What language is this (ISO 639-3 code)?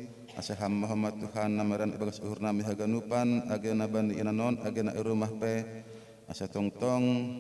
bts